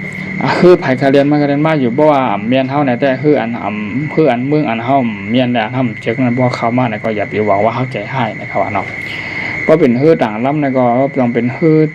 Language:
Shan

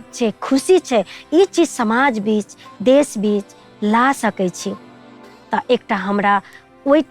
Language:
Maithili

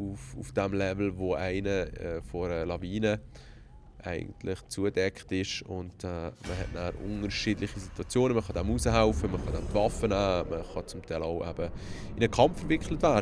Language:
Swiss German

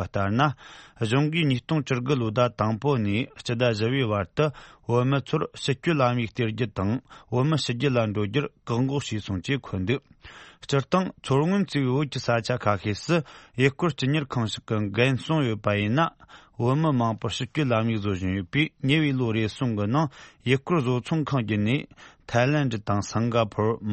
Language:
Tibetan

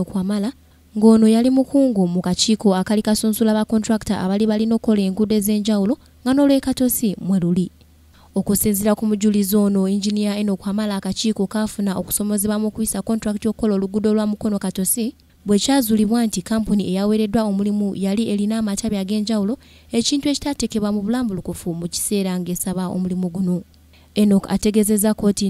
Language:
Ganda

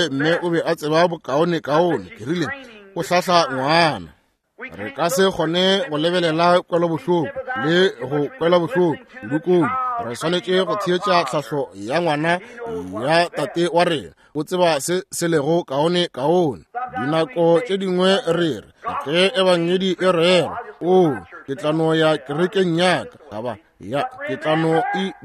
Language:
Northern Sotho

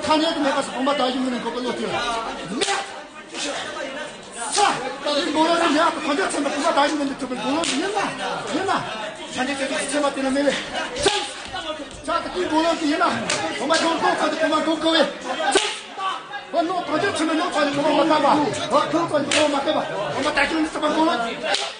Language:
Tibetan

